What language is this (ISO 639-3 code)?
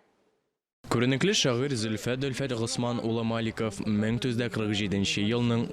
tat